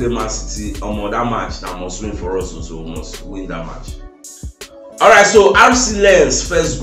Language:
Nigerian Pidgin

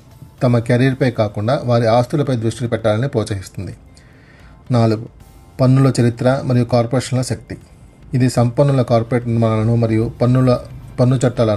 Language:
Telugu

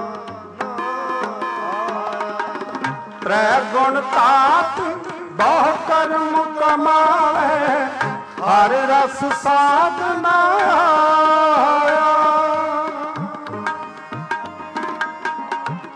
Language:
Punjabi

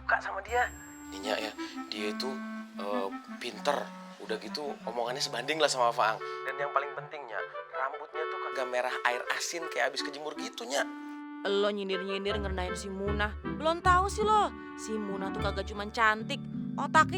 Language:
Betawi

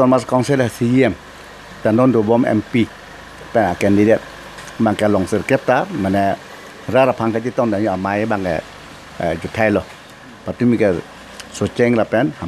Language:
Karbi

